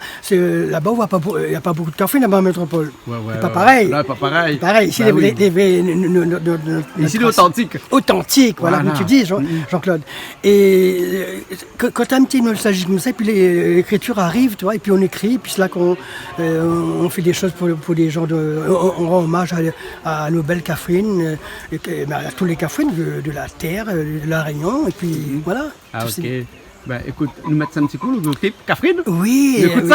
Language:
Réunion Creole French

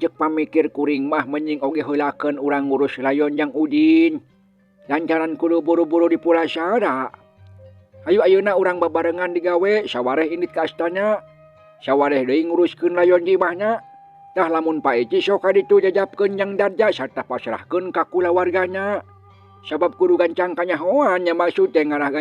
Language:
Sundanese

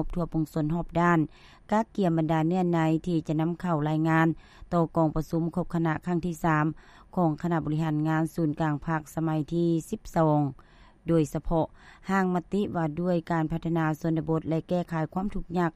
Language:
Lao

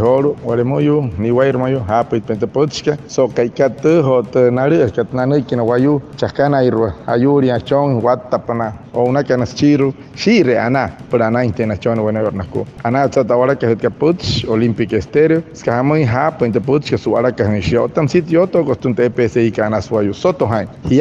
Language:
Wayuu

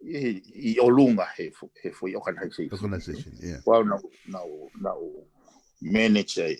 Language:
Tongan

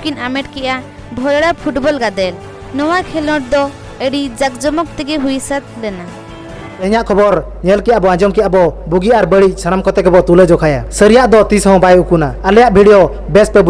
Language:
Santali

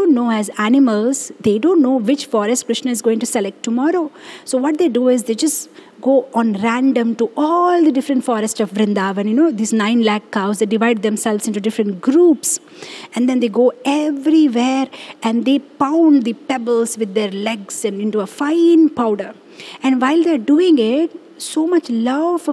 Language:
English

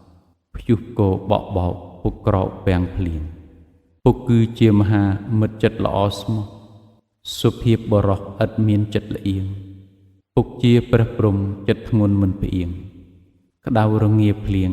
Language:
Khmer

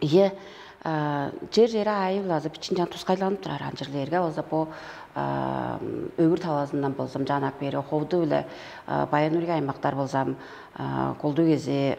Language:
Tuvinian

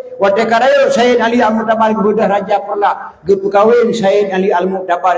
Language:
Achinese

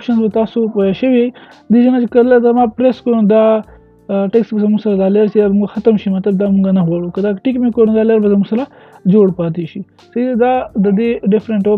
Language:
Pashto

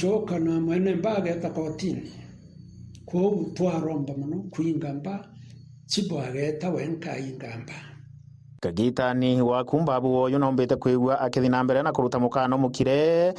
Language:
Meru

